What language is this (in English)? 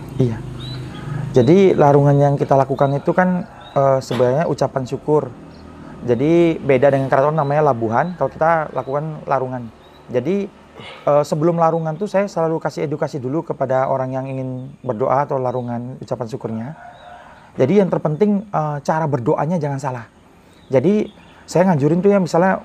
Indonesian